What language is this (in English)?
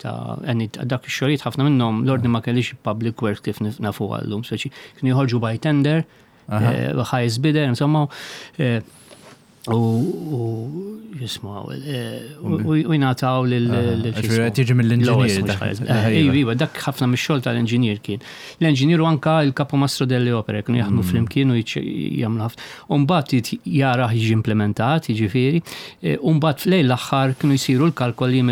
Maltese